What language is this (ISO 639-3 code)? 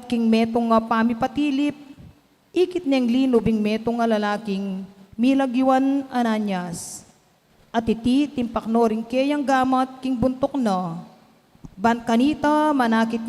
pam